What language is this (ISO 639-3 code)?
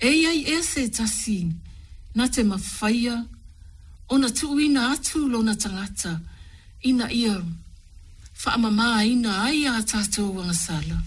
smo